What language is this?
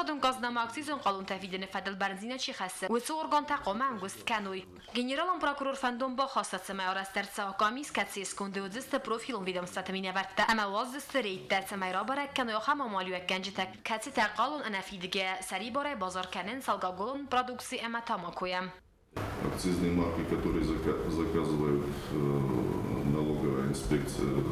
Ossetic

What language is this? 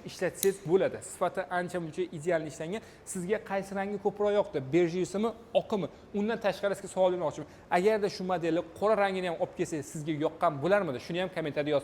Uzbek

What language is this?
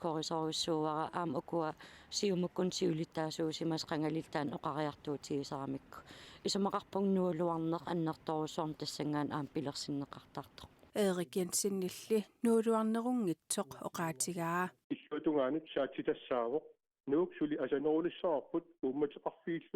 Kalaallisut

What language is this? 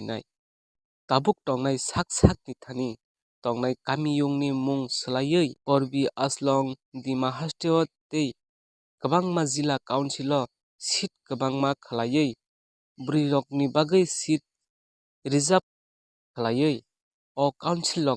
Kok Borok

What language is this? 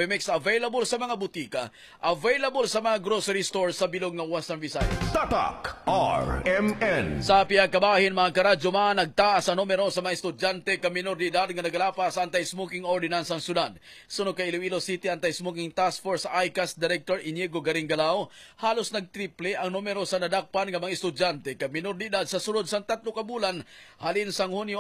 Hiligaynon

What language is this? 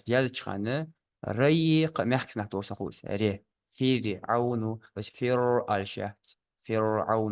Ingush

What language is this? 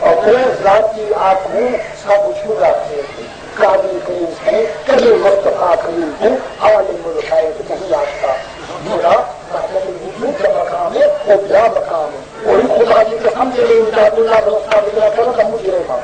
Saraiki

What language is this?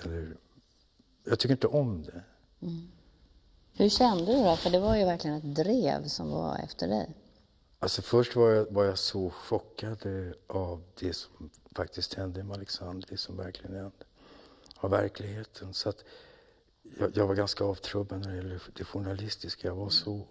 Swedish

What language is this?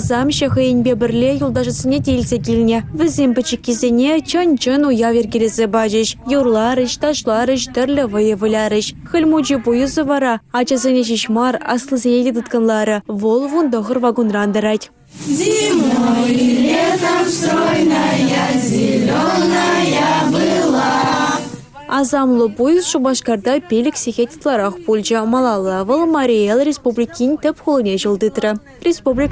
Chuvash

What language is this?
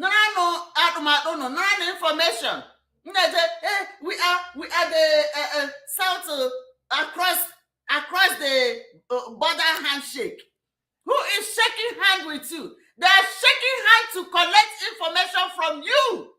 Igbo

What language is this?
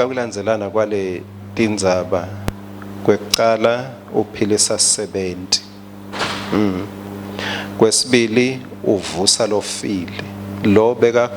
Swati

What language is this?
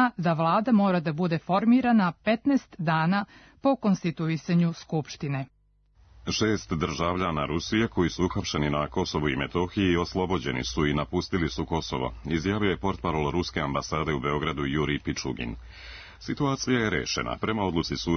Serbian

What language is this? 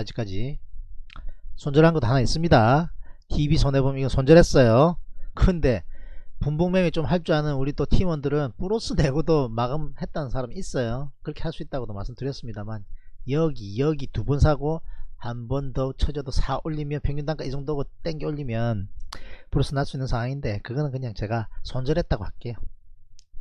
Korean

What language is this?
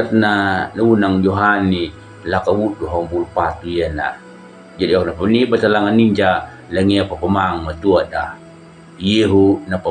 Kambera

